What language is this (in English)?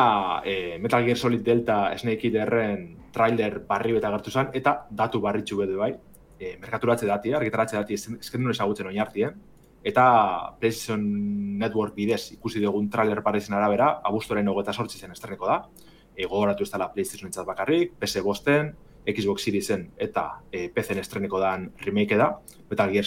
Basque